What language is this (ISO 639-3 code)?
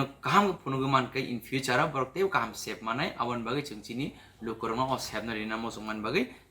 trp